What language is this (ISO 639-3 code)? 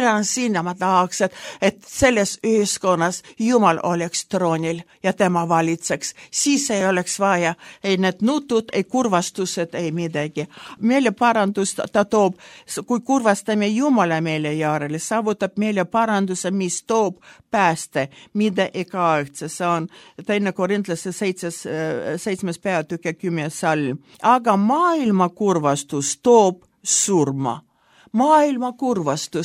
est